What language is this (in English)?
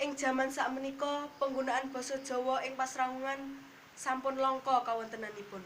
Javanese